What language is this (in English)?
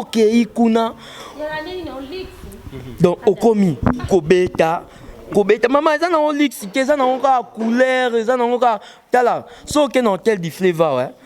Lingala